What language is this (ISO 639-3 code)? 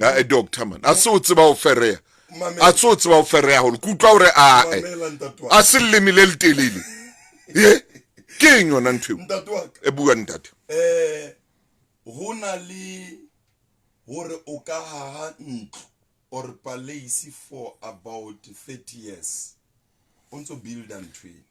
sot